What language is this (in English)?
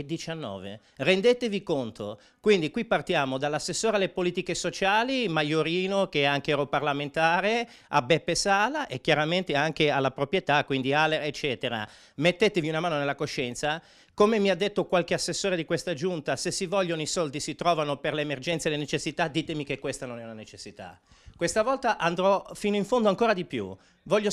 Italian